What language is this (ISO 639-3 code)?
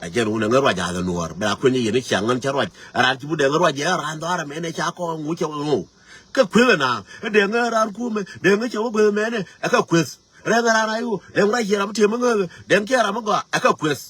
nus